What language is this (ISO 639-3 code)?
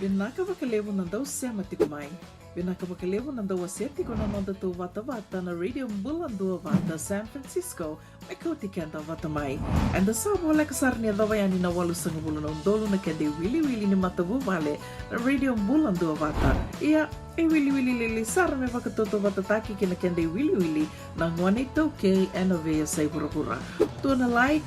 fij